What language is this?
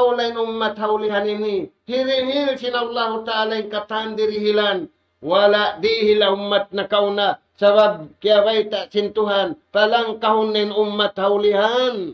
Tausug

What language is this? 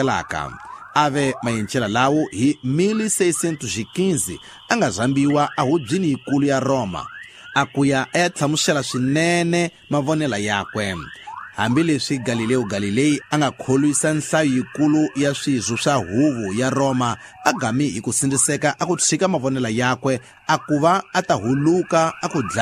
Tsonga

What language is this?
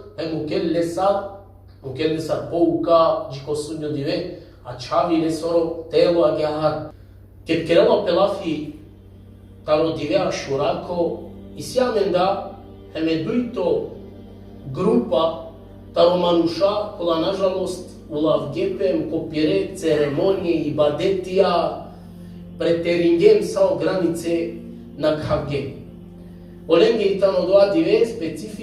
Balkan Romani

